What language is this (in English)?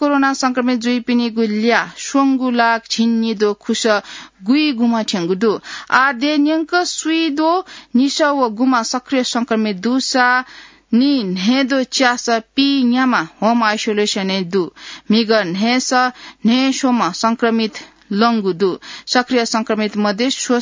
Newari